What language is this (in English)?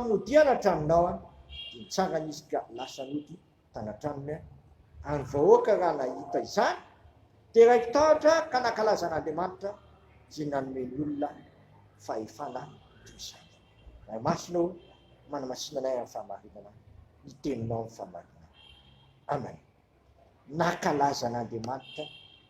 Malagasy